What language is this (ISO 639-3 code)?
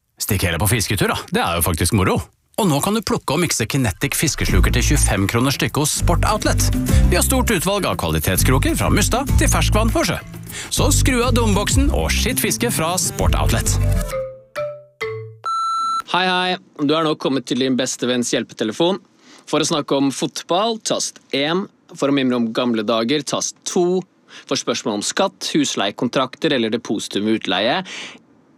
nor